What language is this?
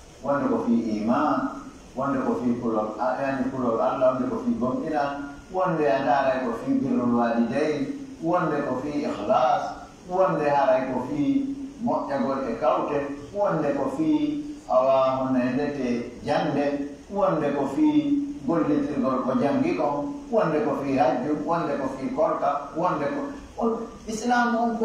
Pular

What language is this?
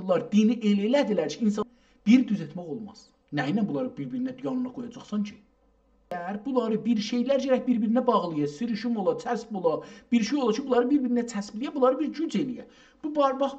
South Azerbaijani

